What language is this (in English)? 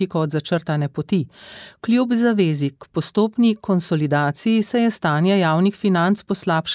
Slovenian